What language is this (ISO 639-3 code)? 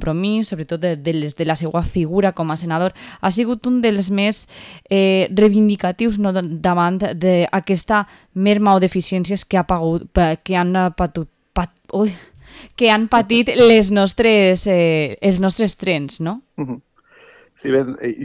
cat